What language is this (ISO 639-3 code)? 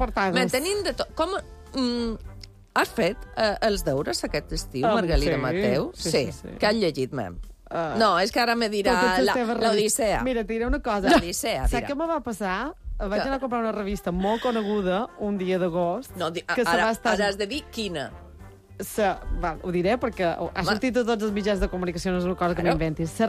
cat